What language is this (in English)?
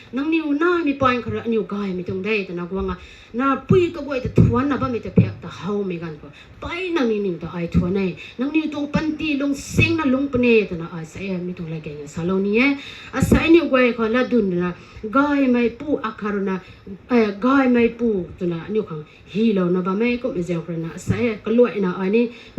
Rongmei Naga